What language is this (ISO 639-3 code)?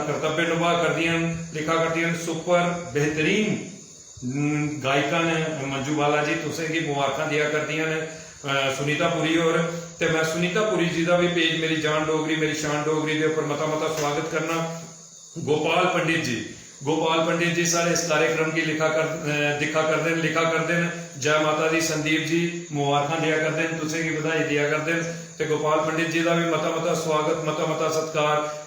doi